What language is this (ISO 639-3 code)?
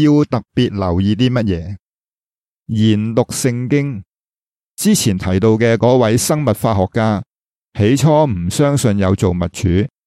yue